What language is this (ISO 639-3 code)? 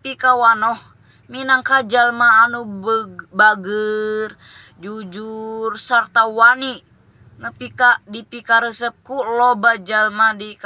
sun